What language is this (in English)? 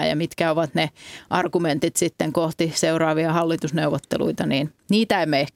Finnish